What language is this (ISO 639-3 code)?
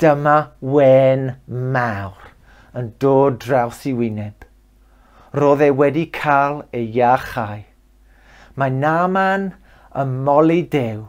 cym